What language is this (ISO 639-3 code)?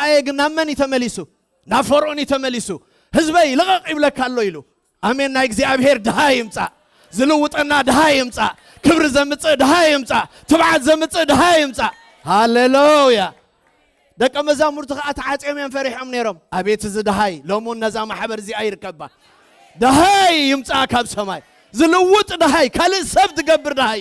tir